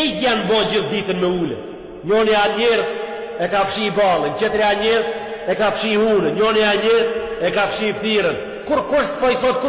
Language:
Albanian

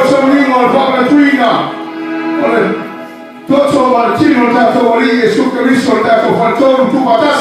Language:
Samoan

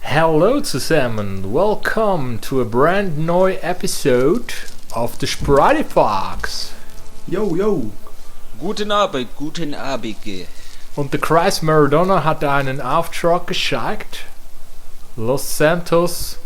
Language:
Swiss German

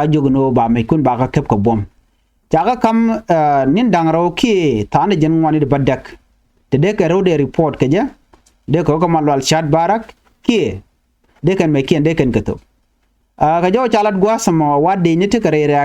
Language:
Nuer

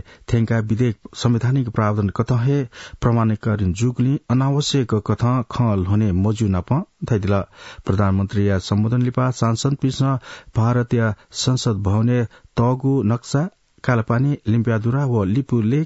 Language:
Newari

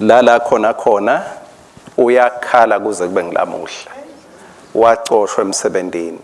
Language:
Swati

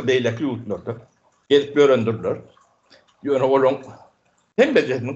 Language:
Turkmen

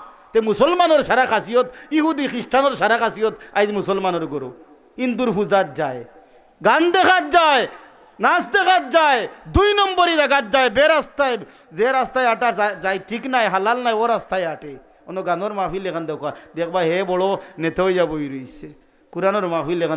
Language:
Sylheti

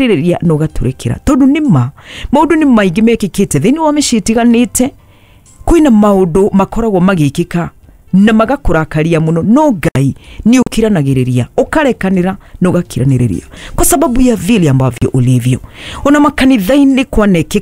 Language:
Kikuyu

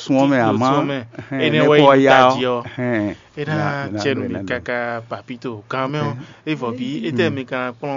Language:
Fon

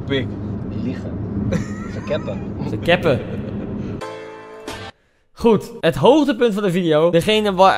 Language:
Dutch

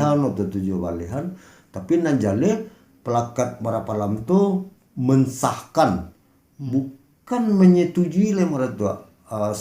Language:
Minangkabau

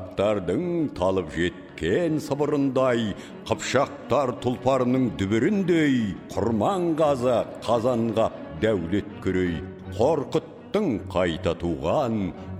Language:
Kazakh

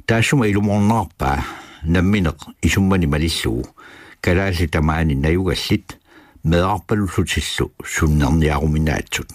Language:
Kalaallisut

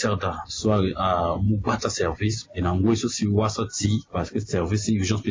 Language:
Sango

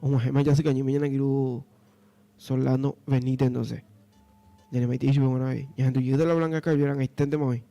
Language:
Guarani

